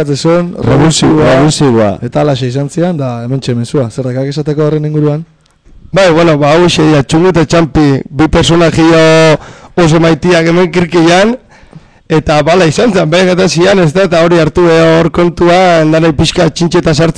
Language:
Basque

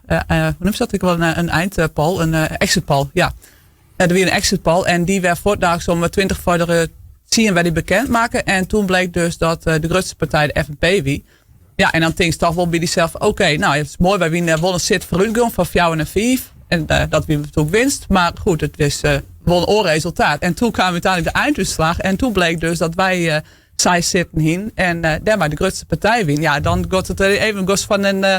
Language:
Western Frisian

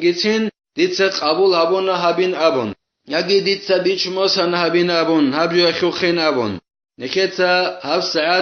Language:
Avaric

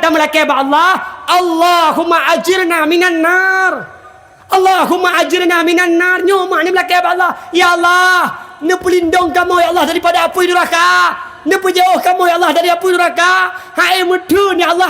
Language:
Achinese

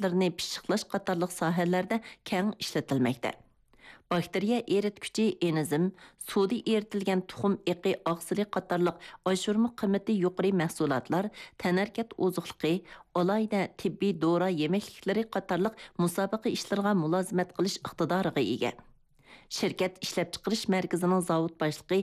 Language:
Uyghur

